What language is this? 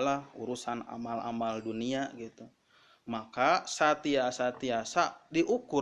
Sundanese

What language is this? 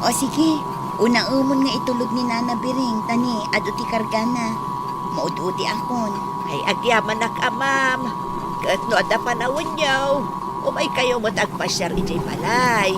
Iloko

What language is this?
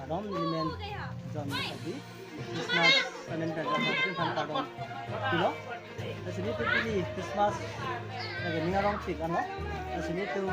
Karbi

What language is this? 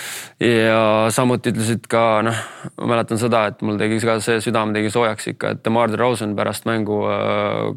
Estonian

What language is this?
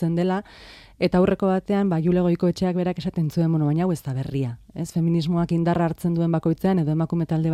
Basque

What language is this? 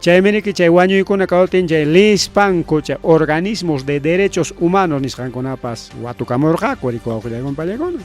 Ayacucho Quechua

